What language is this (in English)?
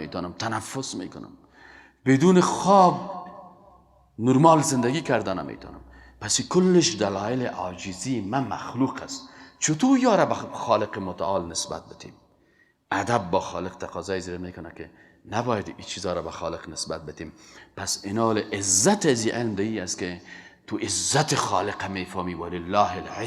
Persian